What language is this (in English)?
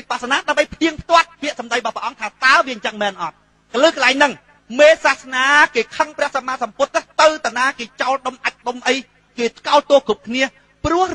Khmer